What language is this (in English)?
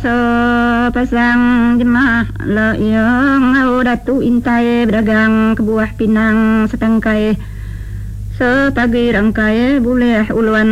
Iban